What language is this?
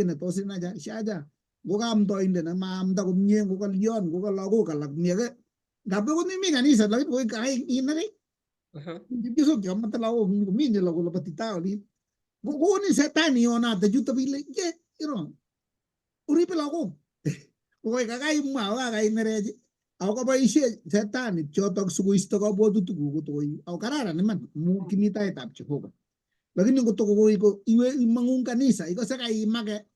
Kalenjin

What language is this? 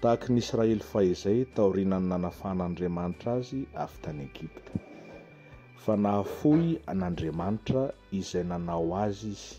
Malagasy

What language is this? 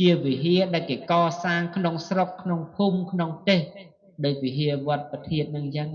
Khmer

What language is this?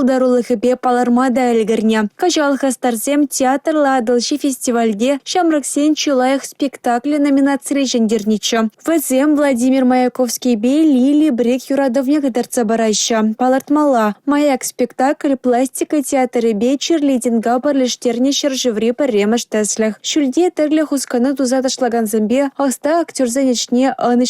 Chuvash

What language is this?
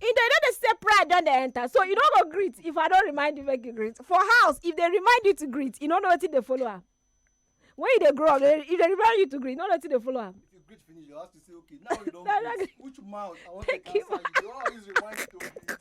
Nigerian Pidgin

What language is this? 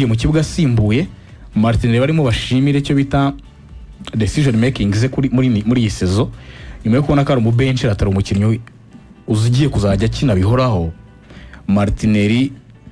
Kinyarwanda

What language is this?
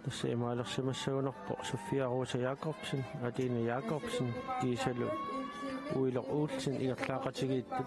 Kalaallisut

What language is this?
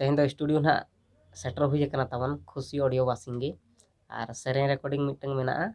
Santali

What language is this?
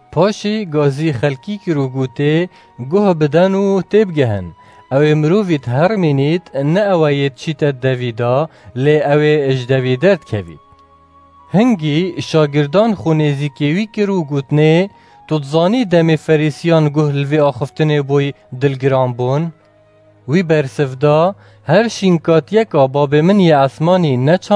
Kurdish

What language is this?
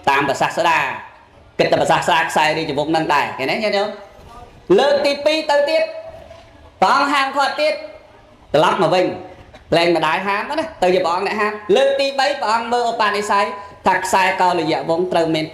Khmer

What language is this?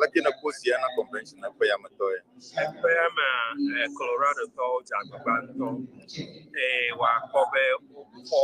Ewe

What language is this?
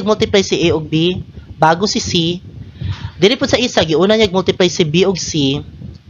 Cebuano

